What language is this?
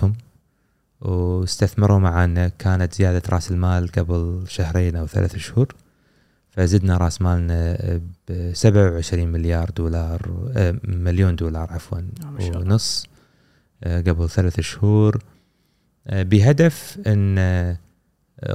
Gulf Arabic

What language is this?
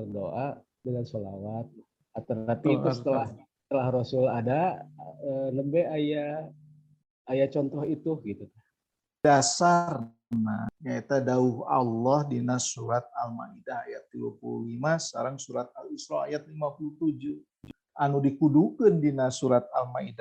Sundanese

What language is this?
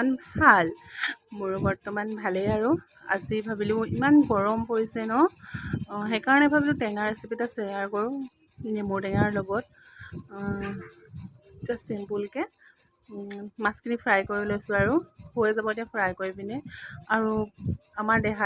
Assamese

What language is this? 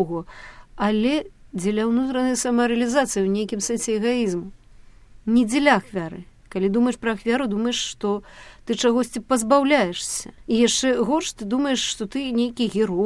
Belarusian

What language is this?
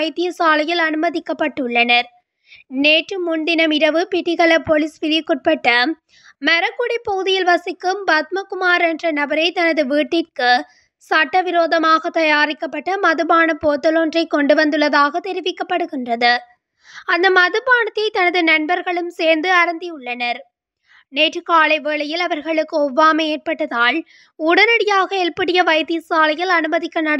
Tamil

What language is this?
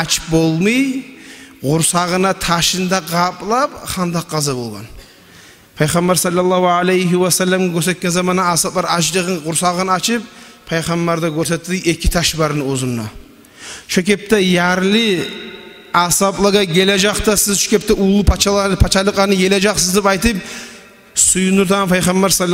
Kumyk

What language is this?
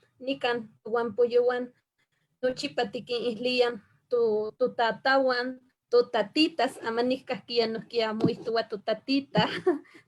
Eastern Huasteca Nahuatl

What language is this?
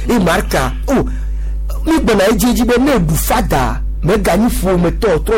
Gen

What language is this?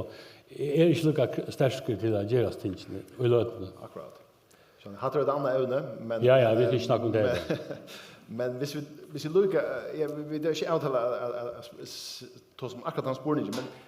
Faroese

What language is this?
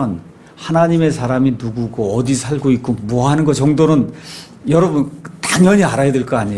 Korean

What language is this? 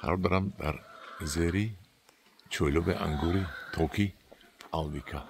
Tajik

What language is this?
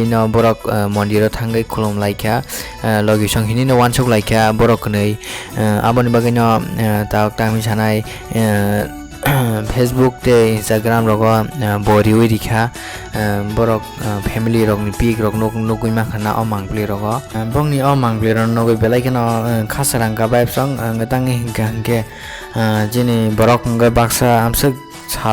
Kok Borok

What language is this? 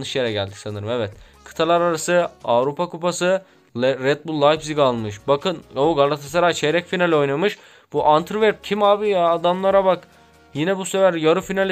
Turkish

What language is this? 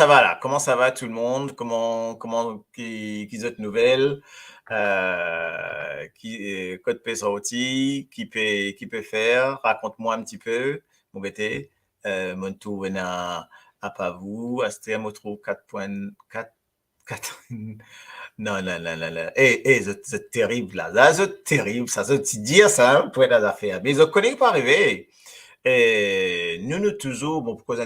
Morisyen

